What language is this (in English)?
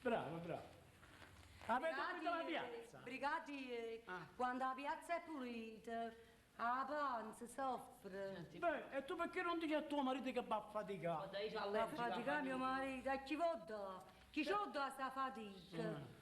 Neapolitan